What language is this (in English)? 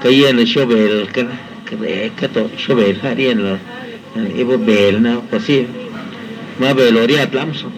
Lachiguiri Zapotec